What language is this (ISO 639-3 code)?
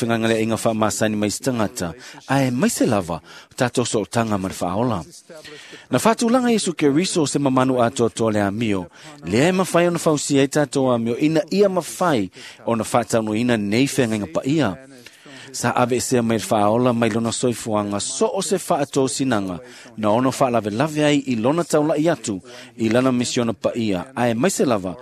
smo